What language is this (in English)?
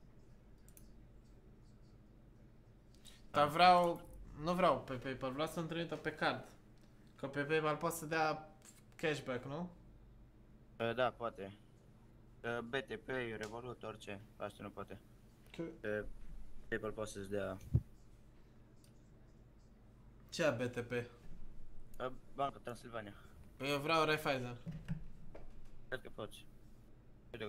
Romanian